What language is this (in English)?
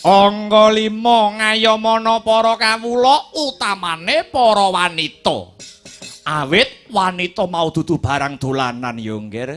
Javanese